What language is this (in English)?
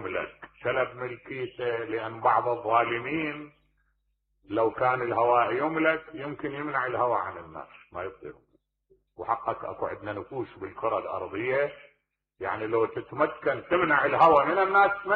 Mesopotamian Arabic